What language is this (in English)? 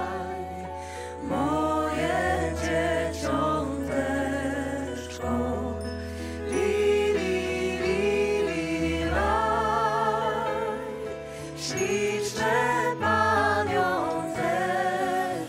Polish